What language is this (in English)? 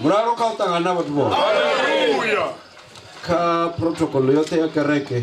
Venda